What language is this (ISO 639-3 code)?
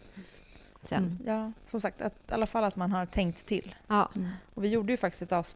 swe